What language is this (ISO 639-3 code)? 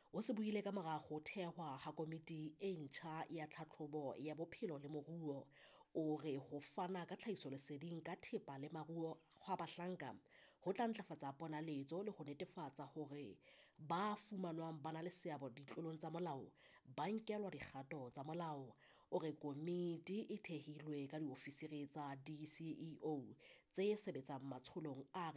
sot